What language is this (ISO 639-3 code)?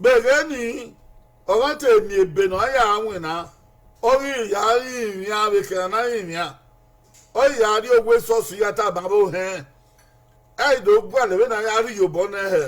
bin